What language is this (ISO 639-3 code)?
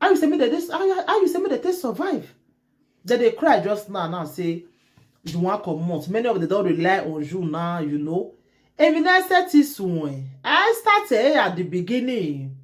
pcm